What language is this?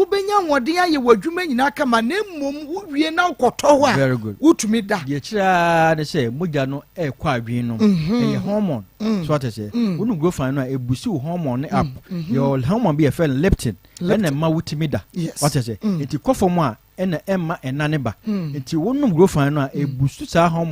Akan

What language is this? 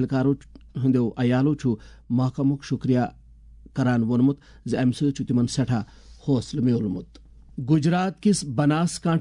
Kashmiri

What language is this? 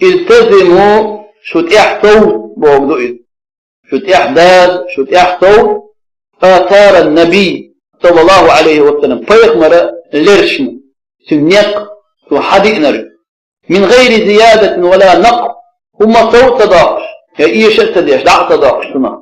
Chechen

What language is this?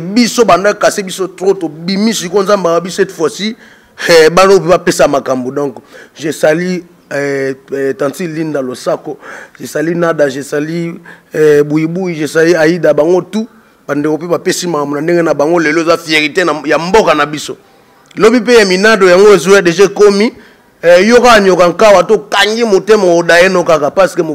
Lingala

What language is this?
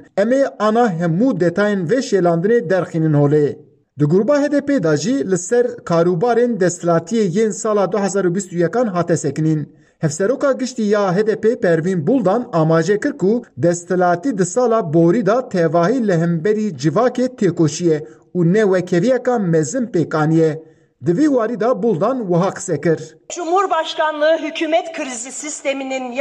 Kurdish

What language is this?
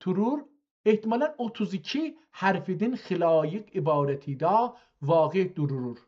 South Azerbaijani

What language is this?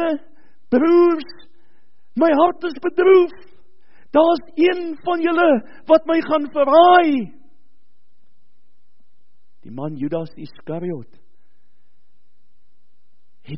Afrikaans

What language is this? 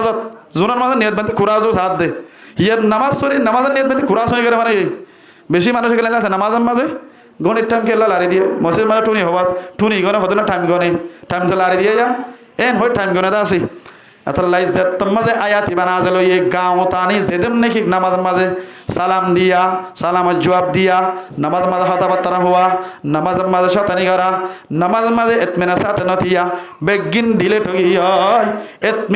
Rohingya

